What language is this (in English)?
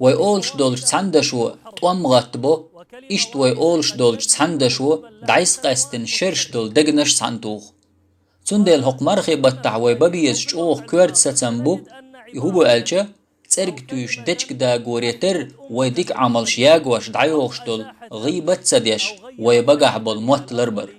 Chechen